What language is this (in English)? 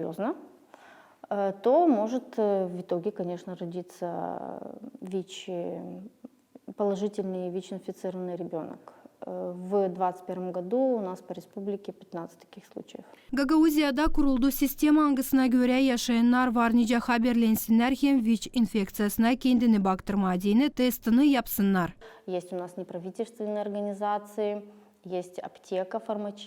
Gagauz